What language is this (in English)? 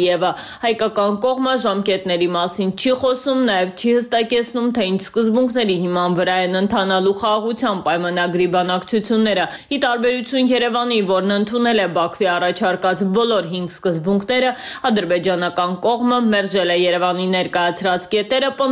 Armenian